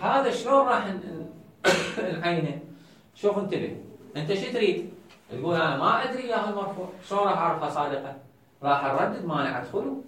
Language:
Mesopotamian Arabic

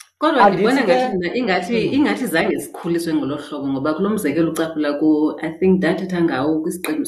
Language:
Xhosa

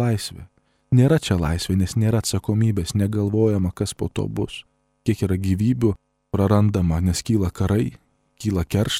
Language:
Lithuanian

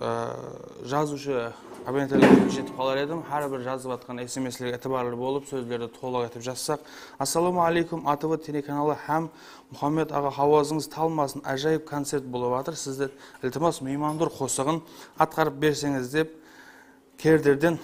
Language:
Kara-Kalpak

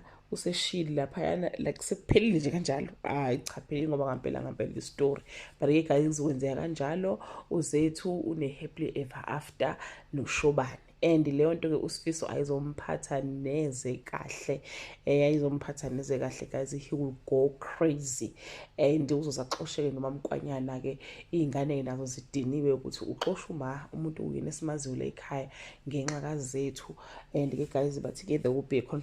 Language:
Zulu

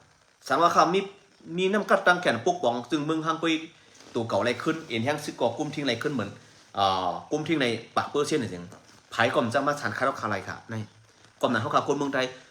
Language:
Shan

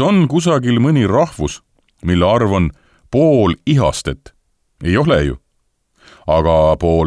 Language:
Estonian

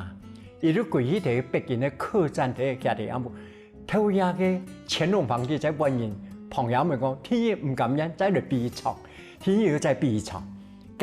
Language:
Hakka Chinese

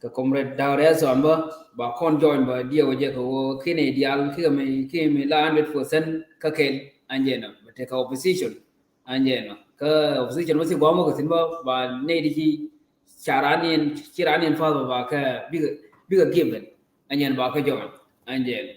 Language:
Nuer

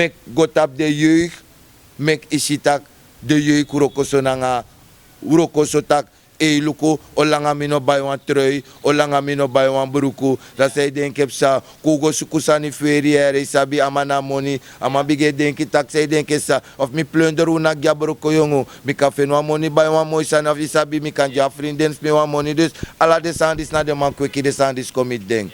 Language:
Sranan Tongo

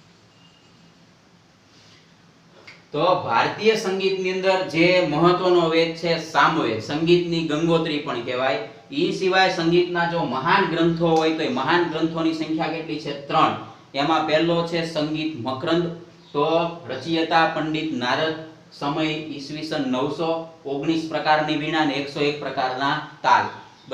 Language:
Gujarati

